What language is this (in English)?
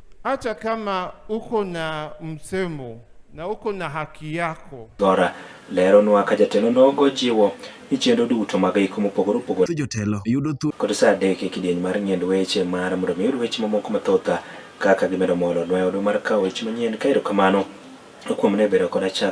Luo (Kenya and Tanzania)